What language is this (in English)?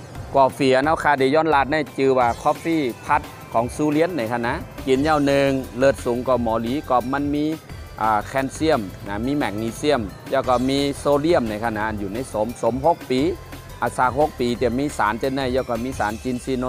Shan